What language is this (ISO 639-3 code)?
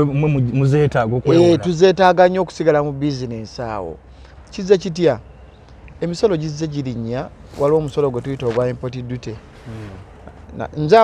lug